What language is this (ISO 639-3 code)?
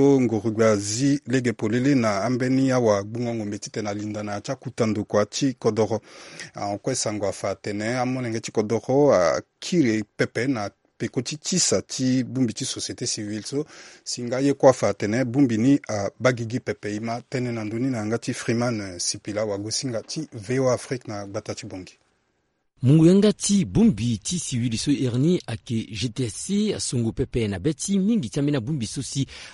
sag